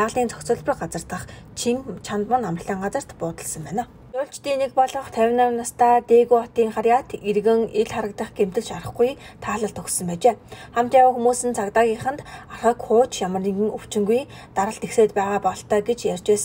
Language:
Mongolian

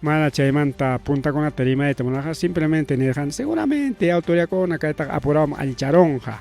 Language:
Ayacucho Quechua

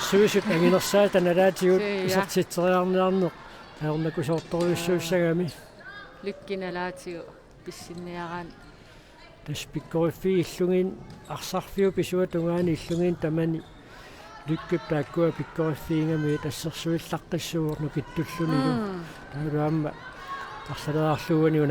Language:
Kalaallisut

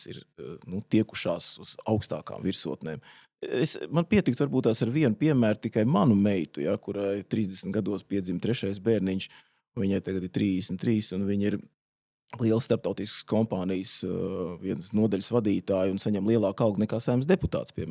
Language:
Latvian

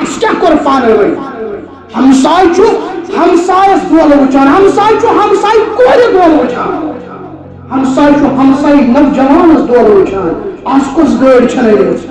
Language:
Kashmiri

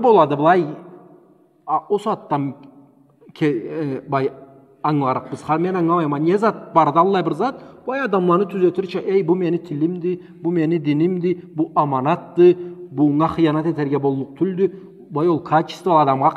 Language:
Karachay-Balkar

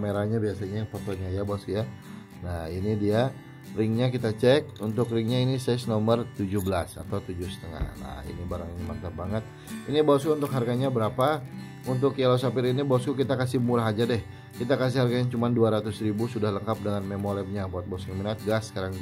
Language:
Indonesian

